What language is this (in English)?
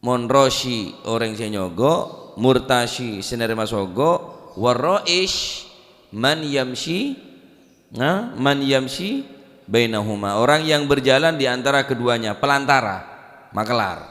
Madurese